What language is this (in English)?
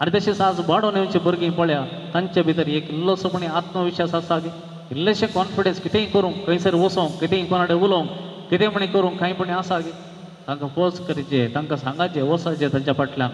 Konkani